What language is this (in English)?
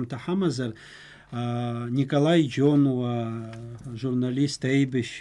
Abkhazian